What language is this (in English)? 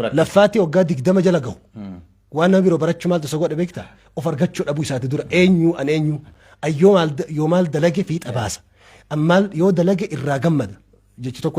Oromo